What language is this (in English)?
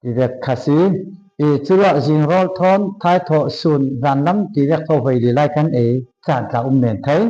Falam Chin